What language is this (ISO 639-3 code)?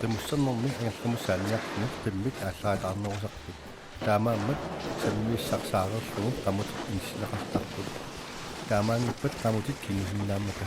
kal